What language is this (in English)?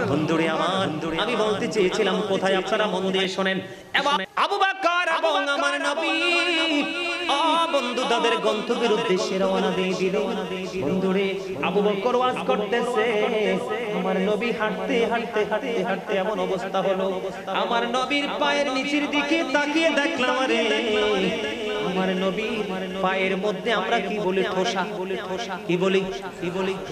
Bangla